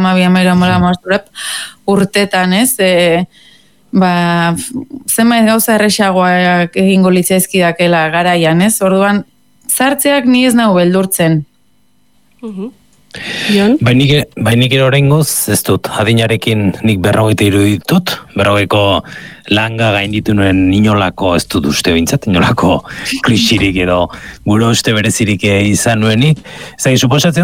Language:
Basque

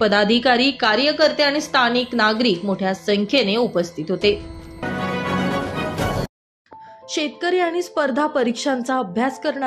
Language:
Marathi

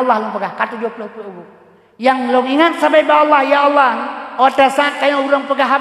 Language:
Achinese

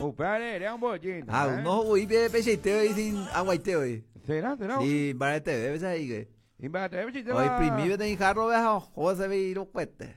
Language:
Guarani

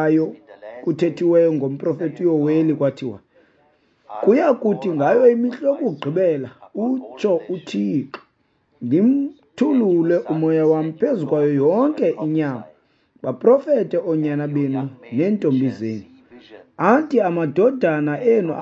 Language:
Xhosa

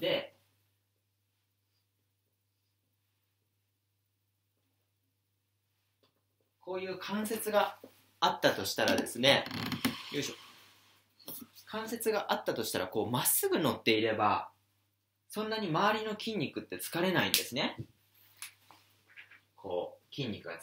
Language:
Japanese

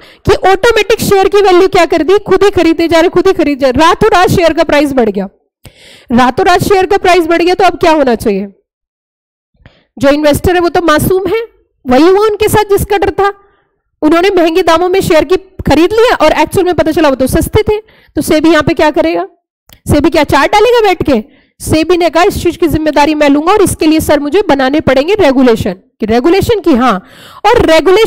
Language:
Hindi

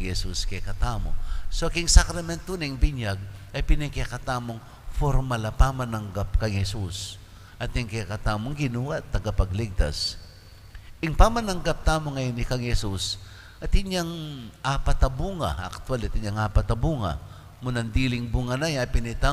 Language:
Pampanga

